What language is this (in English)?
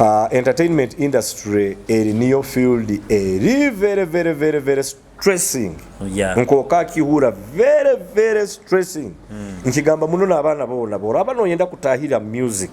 Nyoro